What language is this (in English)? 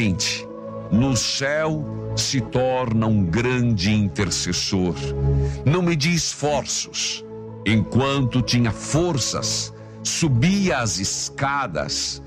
Portuguese